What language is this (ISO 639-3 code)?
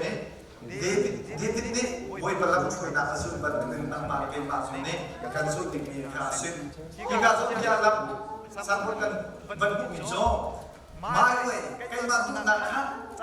cnh